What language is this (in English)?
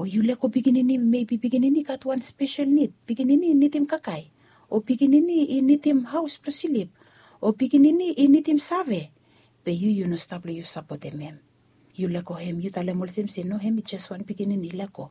Bislama